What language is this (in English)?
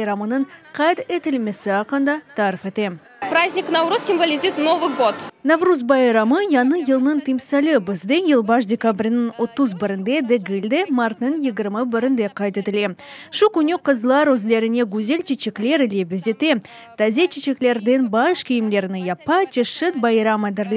Crimean Tatar